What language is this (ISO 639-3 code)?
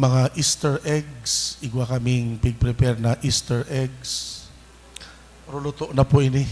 bik